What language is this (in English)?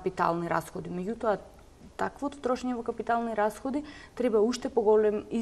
Macedonian